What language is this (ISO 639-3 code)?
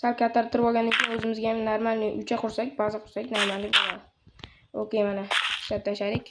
uzb